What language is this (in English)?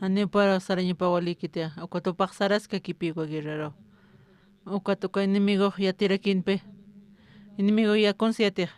Aymara